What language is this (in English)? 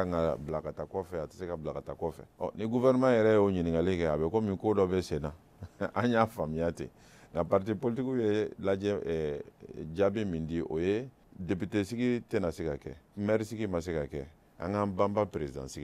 Bambara